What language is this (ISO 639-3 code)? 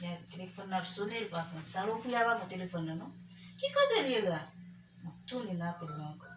hat